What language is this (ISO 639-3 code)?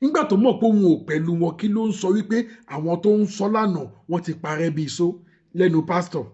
yor